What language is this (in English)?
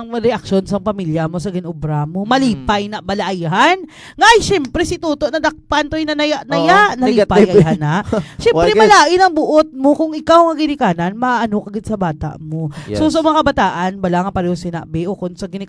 Hiligaynon